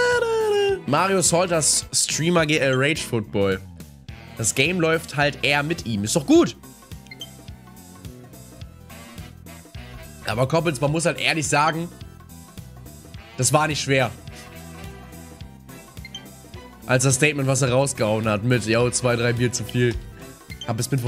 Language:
German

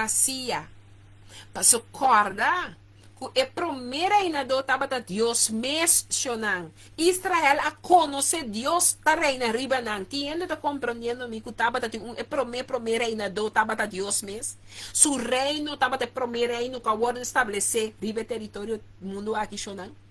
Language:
Papiamento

